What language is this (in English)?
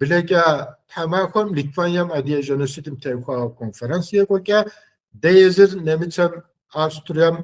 Kabardian